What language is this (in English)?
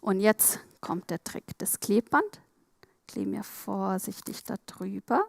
Swiss German